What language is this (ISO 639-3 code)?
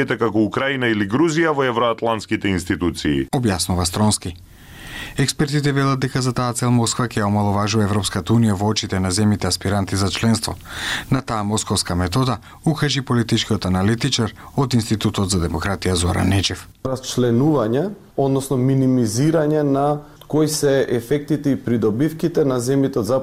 mkd